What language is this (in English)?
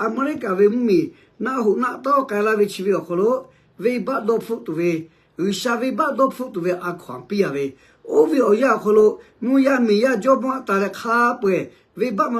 Lahu